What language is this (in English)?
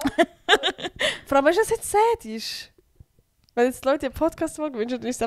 Swiss German